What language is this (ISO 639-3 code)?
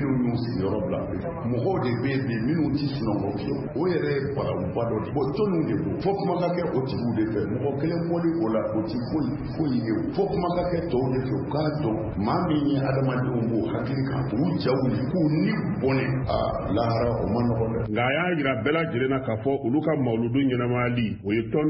bam